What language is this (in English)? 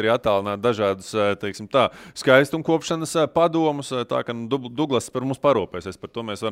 Latvian